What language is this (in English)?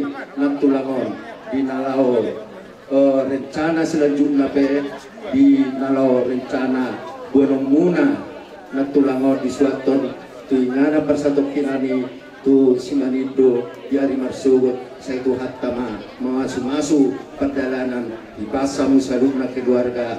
Batak Toba